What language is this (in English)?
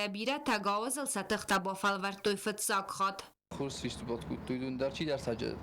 Ossetic